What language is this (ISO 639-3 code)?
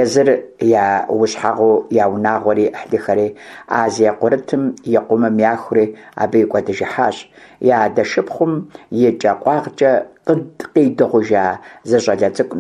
kbd